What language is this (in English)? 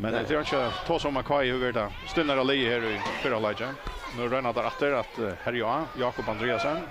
Faroese